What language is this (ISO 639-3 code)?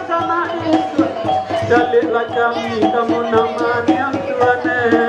min